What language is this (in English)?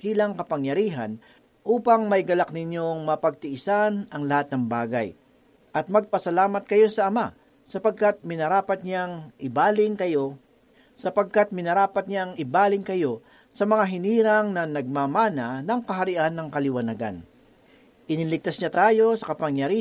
Filipino